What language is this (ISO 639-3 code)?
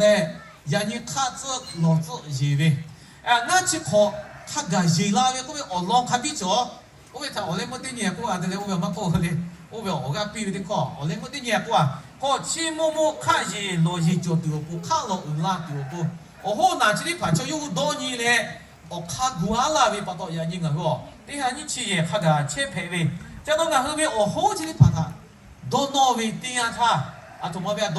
lhu